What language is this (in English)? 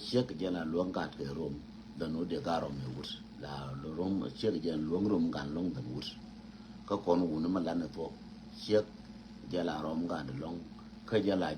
Nuer